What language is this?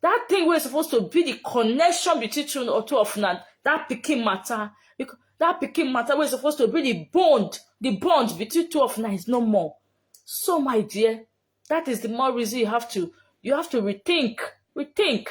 Nigerian Pidgin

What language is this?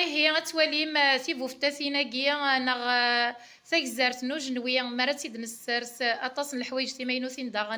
Kabyle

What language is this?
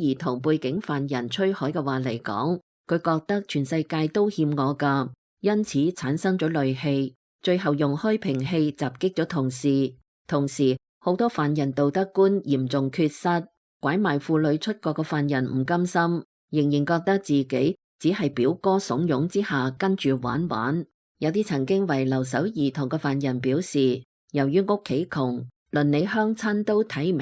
Cantonese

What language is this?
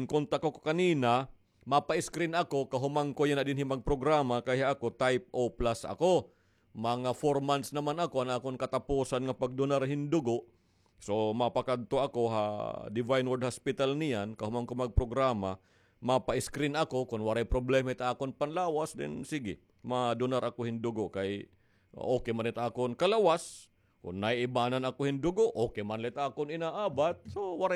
Waray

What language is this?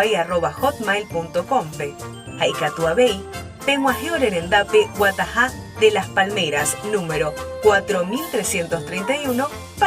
Guarani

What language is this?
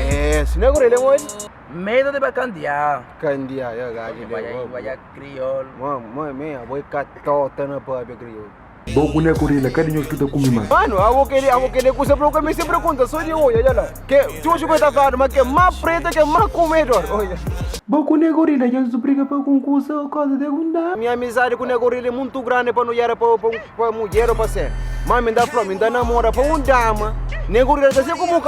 Kabuverdianu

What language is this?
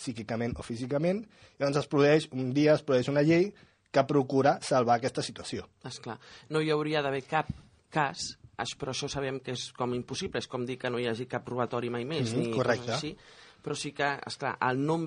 Catalan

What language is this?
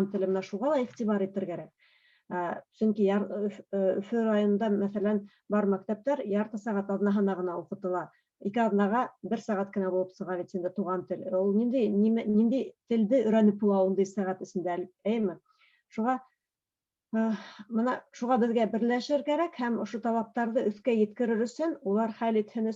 Bashkir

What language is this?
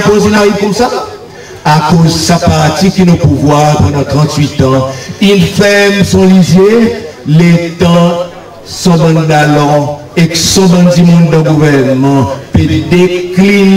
Seselwa Creole French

